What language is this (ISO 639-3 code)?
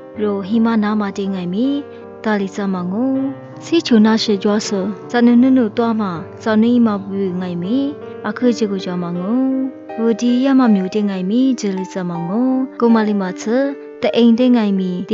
lis